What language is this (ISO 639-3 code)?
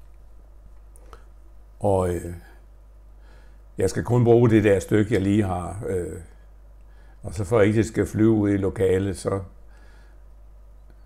dan